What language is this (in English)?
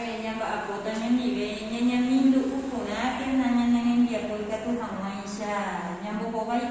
Guarani